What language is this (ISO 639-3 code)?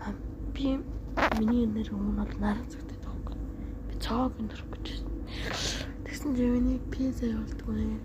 mon